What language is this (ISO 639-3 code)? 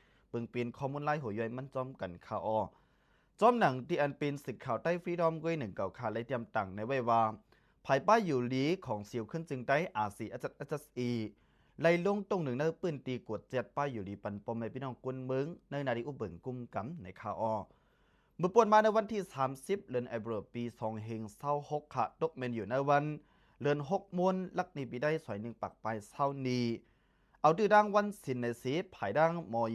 shn